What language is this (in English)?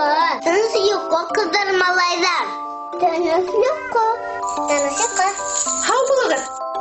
Bashkir